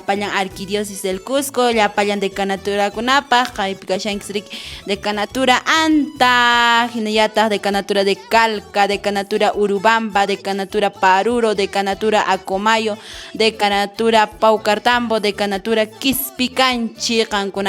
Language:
Quechua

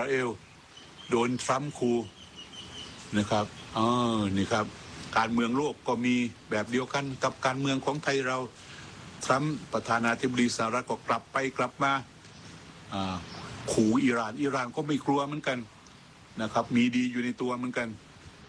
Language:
Thai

